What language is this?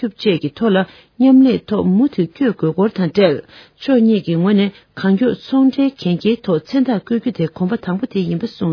Tibetan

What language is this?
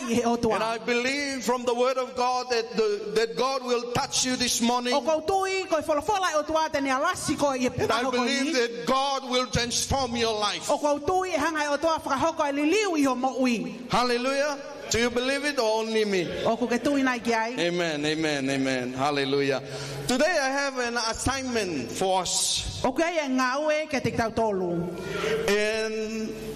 Tongan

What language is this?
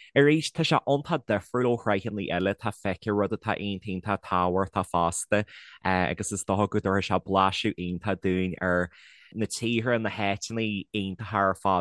Irish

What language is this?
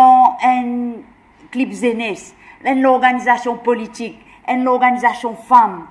Morisyen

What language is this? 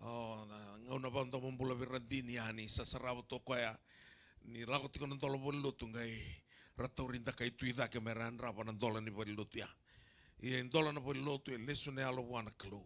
Fijian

